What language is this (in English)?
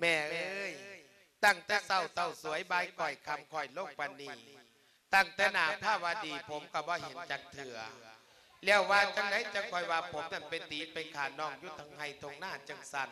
Lao